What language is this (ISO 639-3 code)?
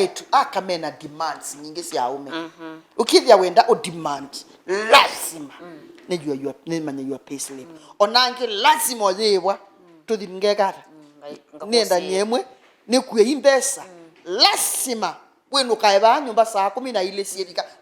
kam